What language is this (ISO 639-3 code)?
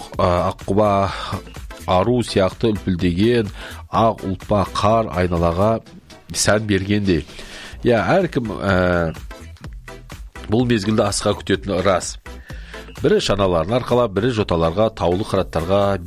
kaz